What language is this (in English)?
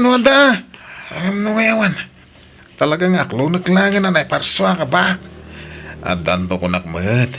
Iloko